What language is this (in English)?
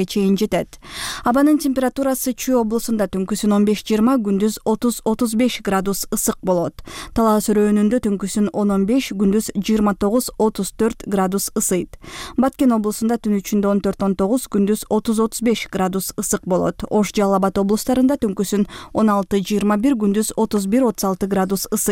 Kyrgyz